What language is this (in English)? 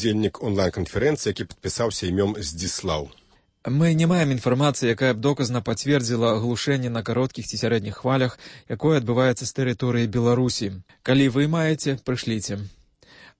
Belarusian